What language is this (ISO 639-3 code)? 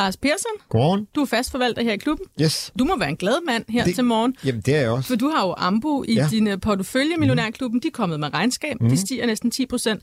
dan